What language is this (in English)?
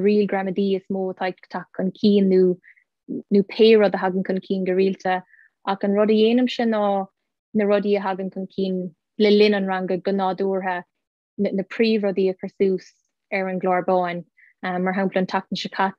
Irish